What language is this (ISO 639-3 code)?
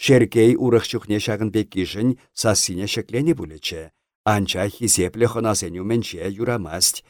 chv